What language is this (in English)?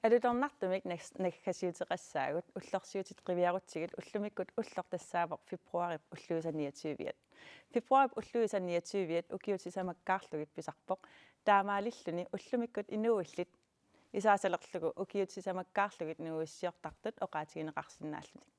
Kalaallisut